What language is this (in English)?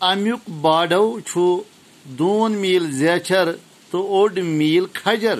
Kashmiri